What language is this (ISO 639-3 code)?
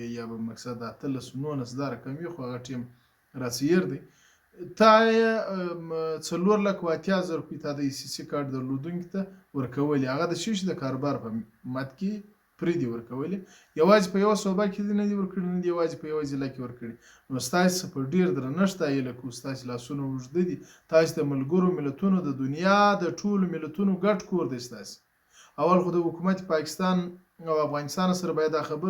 pus